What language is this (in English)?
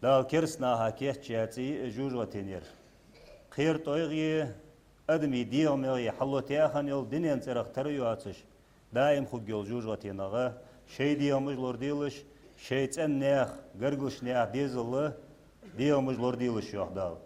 Ingush